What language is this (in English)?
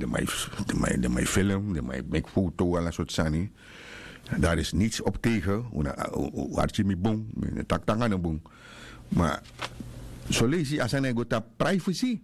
Sranan Tongo